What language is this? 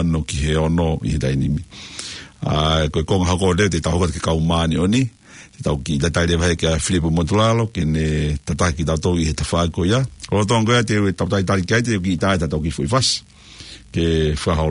Tongan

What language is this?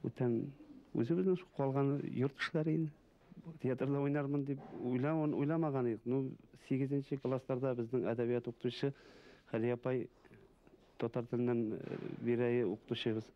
Bashkir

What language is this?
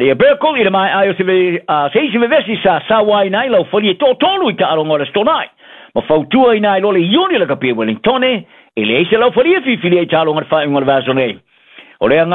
Samoan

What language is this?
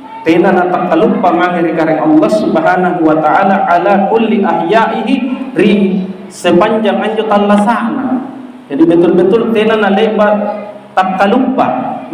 Makasar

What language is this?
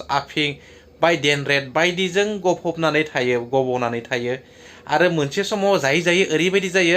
Bodo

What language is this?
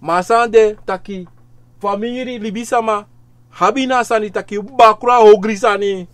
Sranan Tongo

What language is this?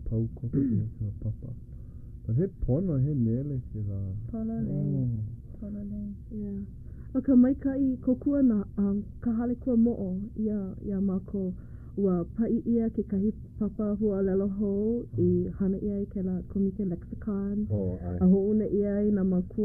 Hawaiian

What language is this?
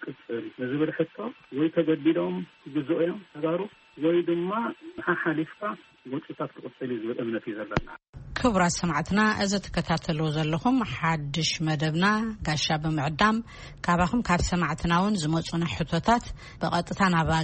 Tigrinya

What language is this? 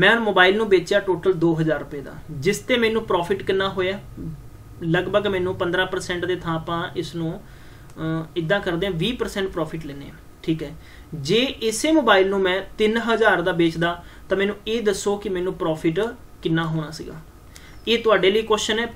Punjabi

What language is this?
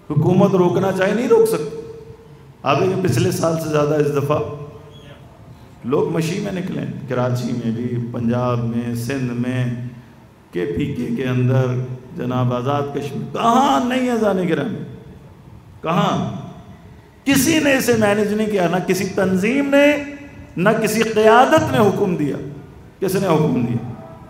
Urdu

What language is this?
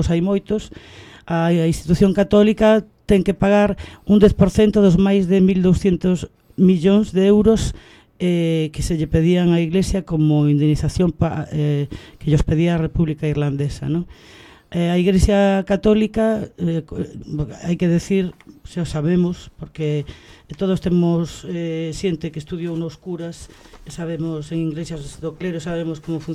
Galician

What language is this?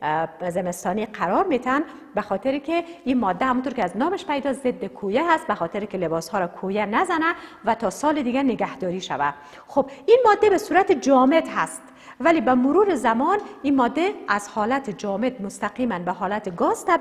Persian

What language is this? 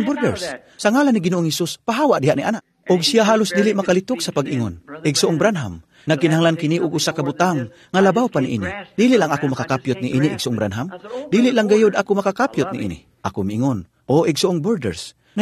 Cebuano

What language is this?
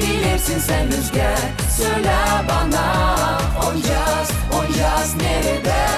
Gagauz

